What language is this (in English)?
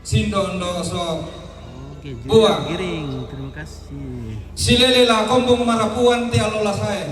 Toraja-Sa'dan